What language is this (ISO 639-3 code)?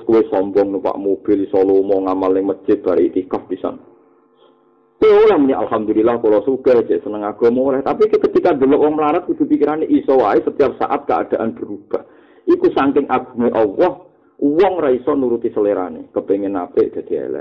jav